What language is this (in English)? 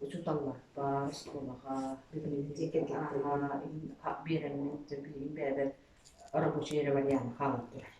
Yakut